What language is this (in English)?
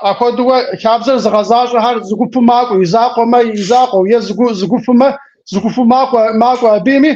Kabardian